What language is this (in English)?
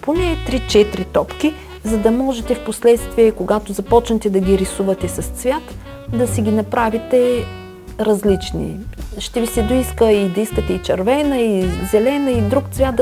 Bulgarian